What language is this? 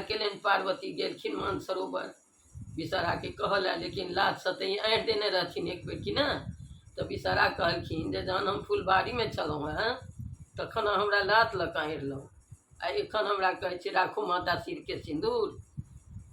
Maithili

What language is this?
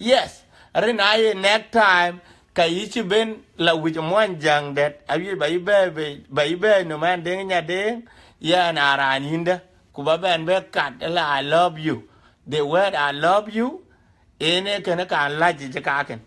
Dinka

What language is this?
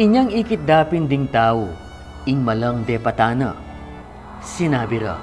Pampanga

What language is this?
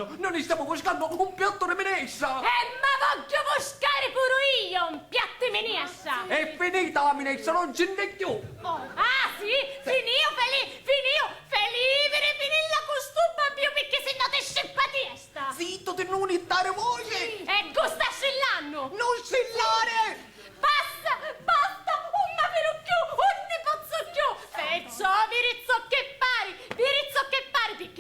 Sicilian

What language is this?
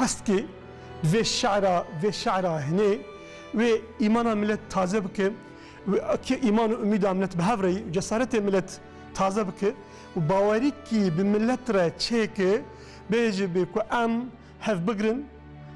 Kurdish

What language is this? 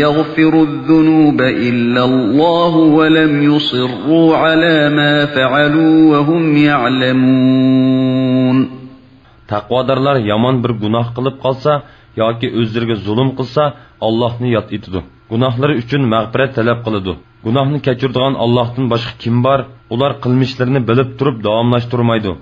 Uyghur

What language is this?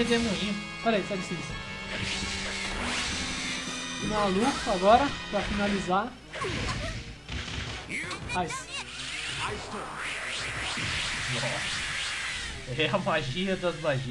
Portuguese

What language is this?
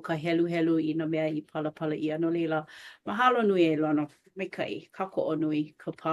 Hawaiian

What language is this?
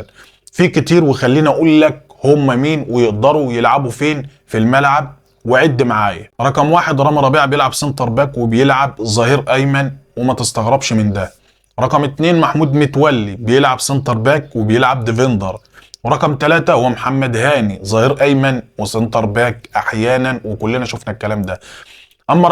Egyptian Arabic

